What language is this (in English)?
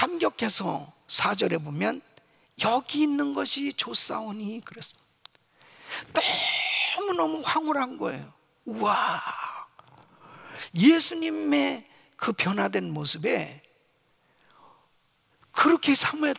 Korean